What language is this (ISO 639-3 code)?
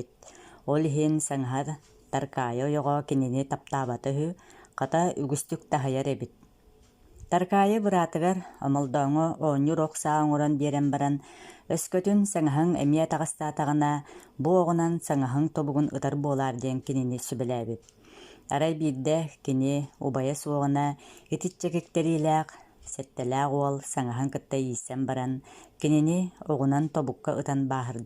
sah